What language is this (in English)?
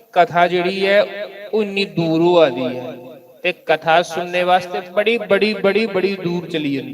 Dogri